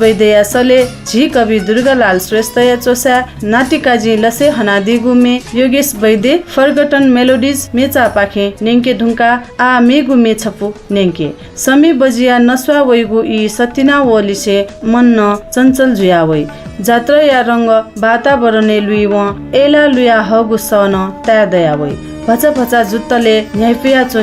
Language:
Newari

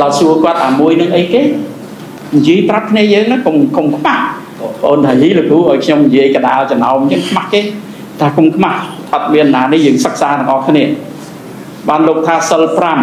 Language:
Khmer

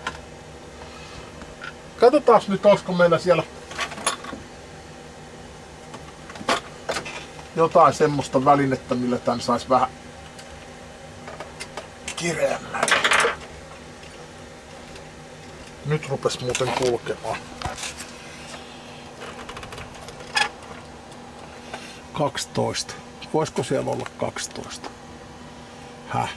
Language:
Finnish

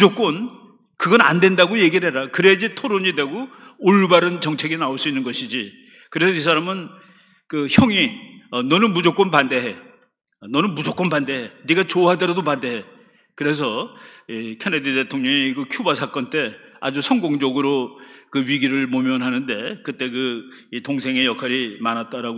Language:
Korean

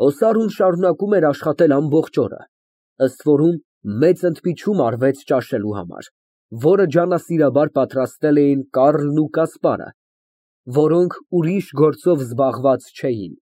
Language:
Armenian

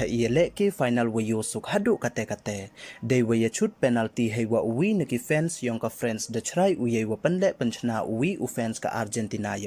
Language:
Pnar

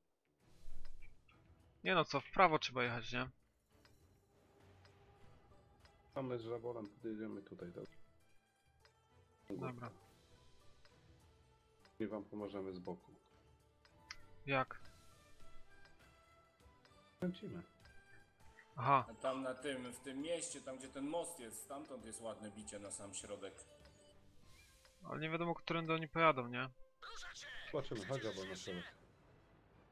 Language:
Polish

